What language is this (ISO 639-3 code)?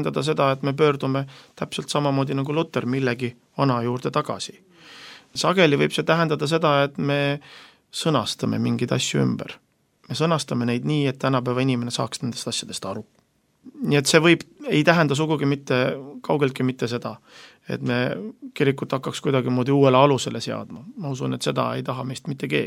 est